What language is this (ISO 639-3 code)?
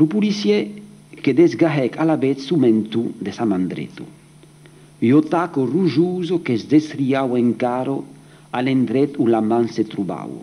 oci